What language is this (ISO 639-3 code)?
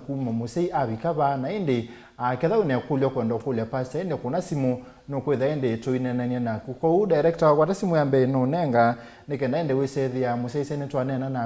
kam